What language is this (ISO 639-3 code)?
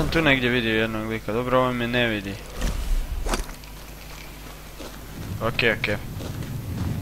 hrv